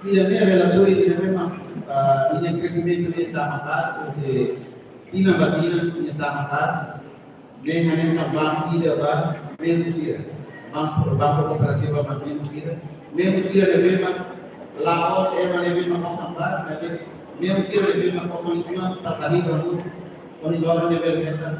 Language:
Tetum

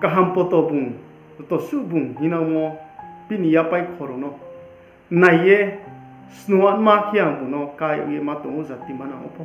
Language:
Riang (India)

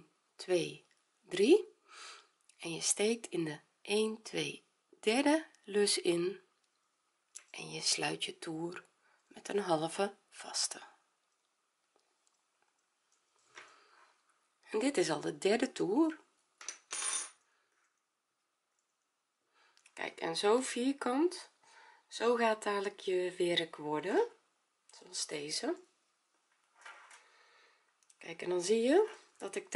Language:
Dutch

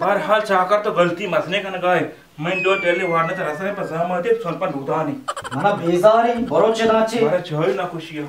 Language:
Eastern Balochi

